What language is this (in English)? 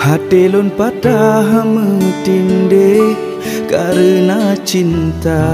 Achinese